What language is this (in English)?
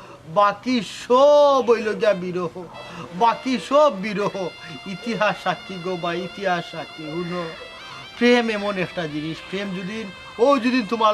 Sylheti